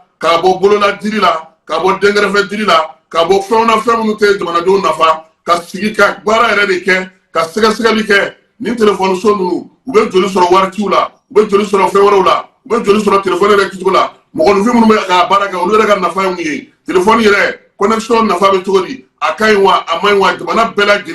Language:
Bambara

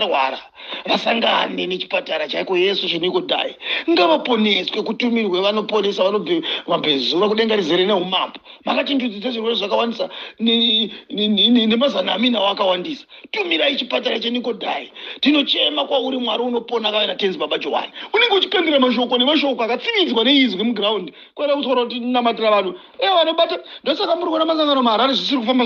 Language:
Shona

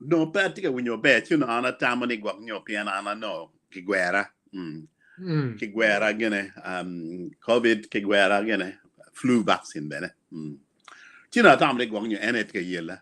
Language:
Acoli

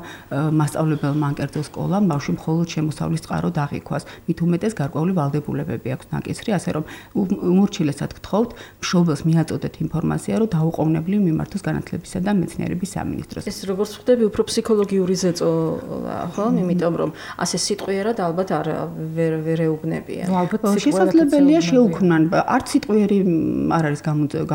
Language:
Georgian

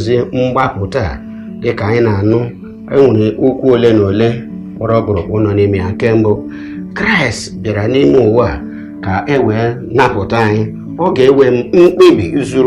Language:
Igbo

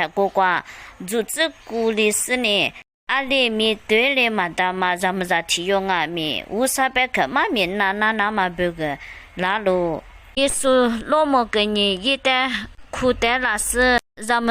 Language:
Lisu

